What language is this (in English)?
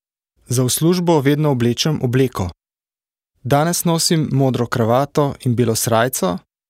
Slovenian